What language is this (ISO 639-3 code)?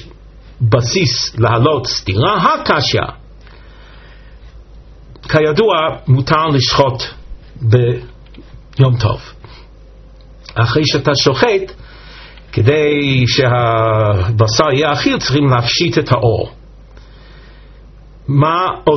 heb